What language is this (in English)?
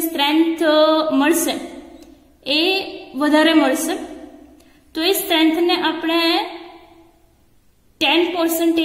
Gujarati